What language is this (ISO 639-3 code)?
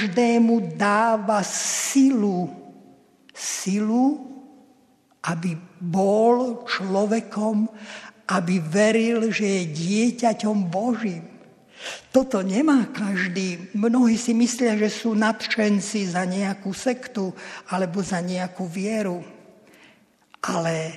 slk